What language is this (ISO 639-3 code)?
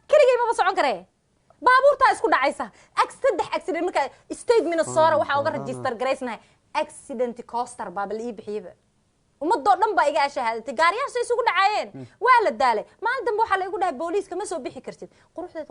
som